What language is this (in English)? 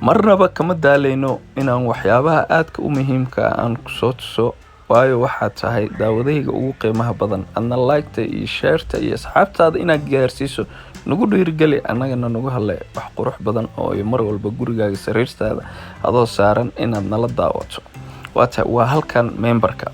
Somali